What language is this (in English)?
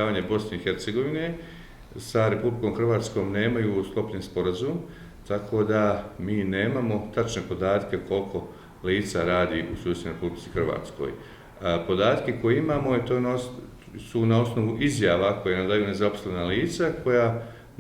Bosnian